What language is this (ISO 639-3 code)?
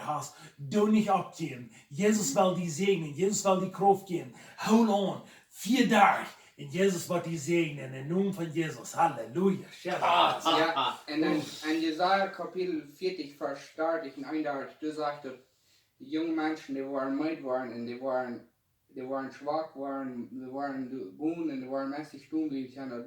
pdt